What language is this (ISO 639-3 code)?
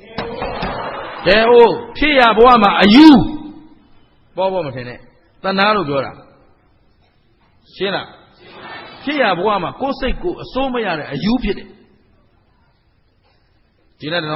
mya